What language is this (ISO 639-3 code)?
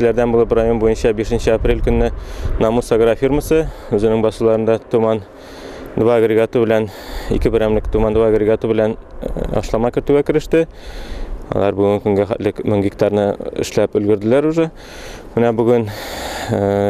tat